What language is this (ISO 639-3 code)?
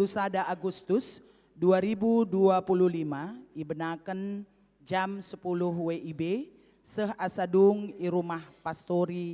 btx